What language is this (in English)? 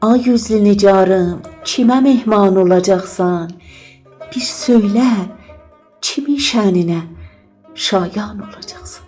South Azerbaijani